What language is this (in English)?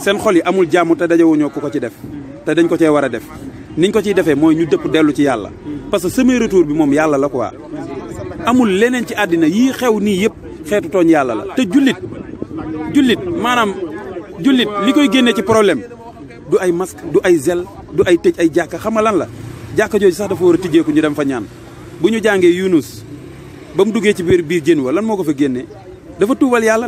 Wolof